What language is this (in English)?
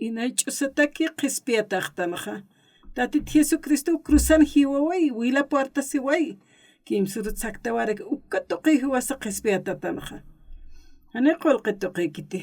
Aymara